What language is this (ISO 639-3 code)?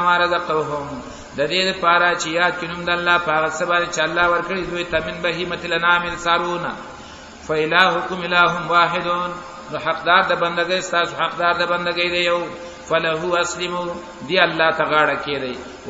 pus